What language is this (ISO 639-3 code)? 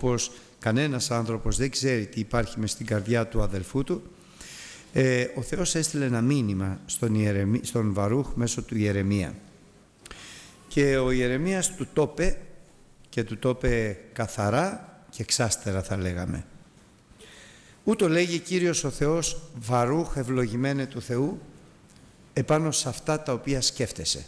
ell